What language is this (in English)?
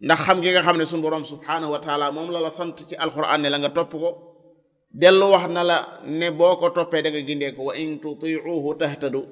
Wolof